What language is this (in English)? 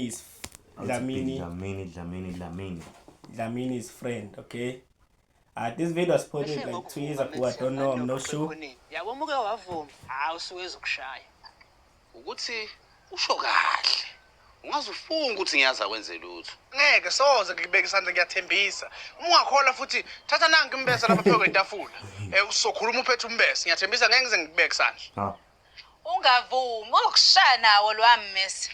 Zulu